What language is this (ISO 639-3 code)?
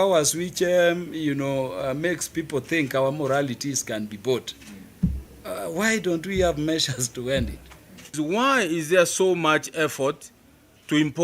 kam